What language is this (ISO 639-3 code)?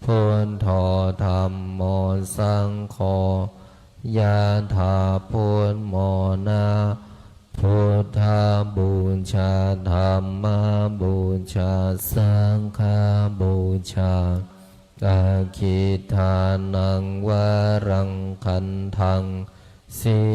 pli